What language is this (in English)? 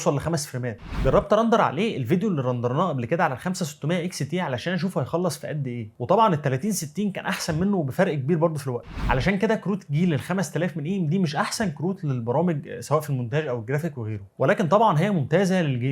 Egyptian Arabic